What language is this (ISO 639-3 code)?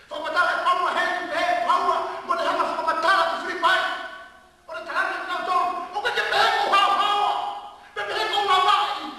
ton